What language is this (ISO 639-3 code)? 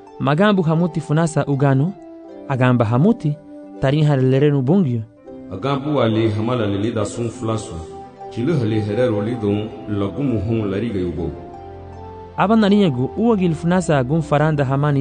cab